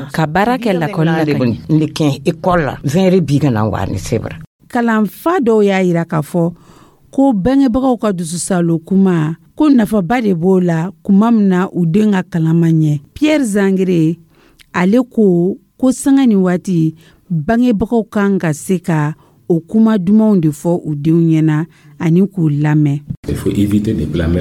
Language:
Dyula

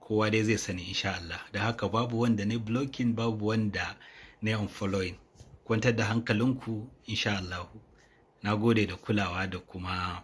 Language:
Hausa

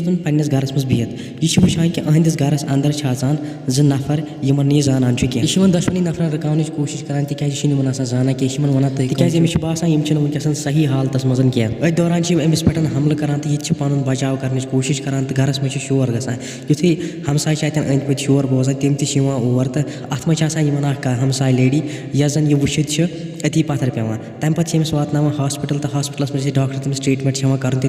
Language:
Kashmiri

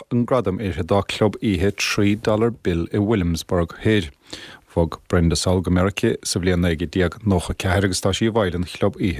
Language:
Irish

